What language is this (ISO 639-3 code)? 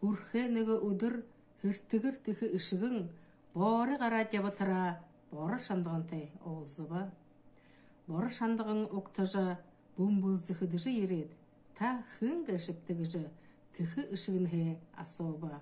bua